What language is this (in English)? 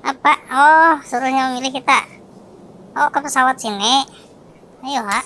Banjar